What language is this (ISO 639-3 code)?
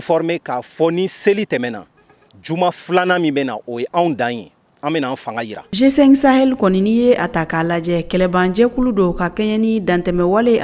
bam